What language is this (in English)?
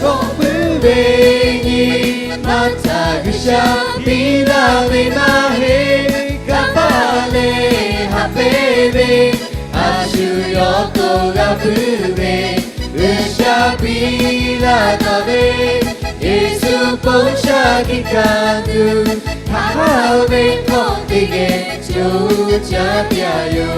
Lahu